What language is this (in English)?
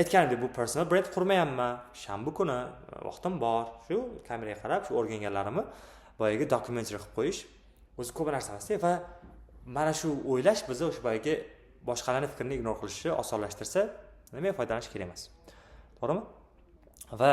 Uzbek